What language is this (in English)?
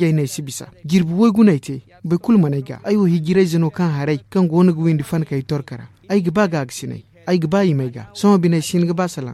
Zarma